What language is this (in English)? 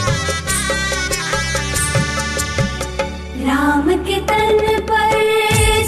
Hindi